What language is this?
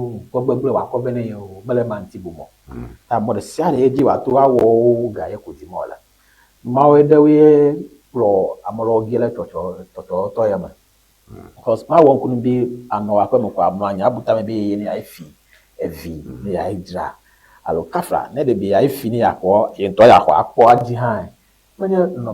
Ewe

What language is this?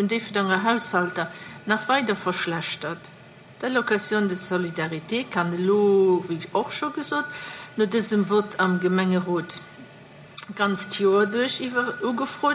Luxembourgish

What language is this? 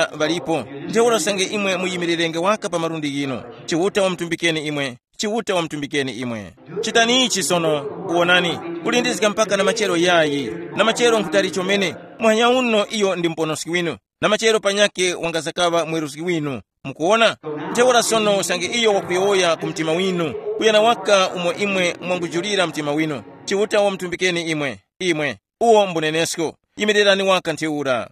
Tumbuka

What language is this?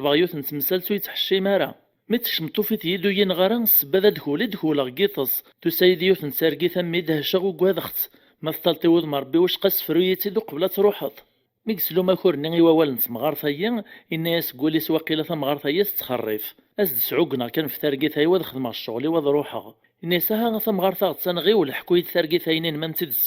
Kabyle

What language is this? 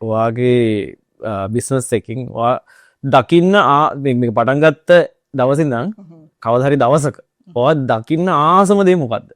Sinhala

